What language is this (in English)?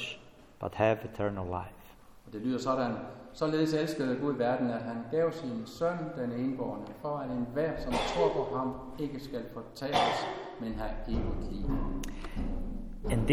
Danish